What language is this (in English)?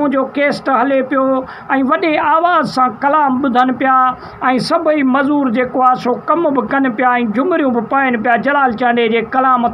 Sindhi